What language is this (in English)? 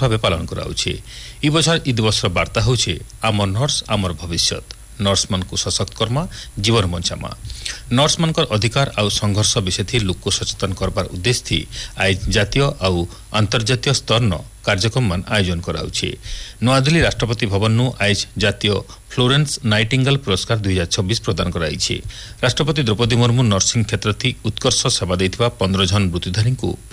Odia